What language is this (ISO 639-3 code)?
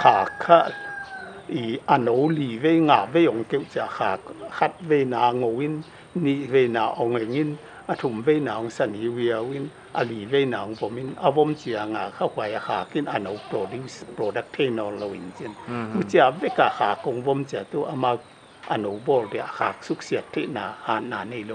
pck